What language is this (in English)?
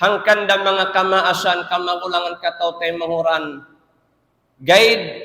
Tausug